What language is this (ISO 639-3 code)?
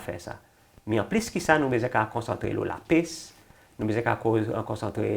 crs